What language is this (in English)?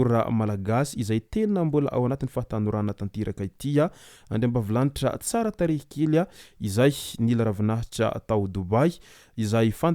Malagasy